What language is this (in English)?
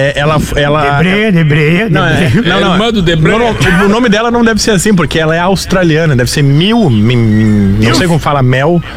Portuguese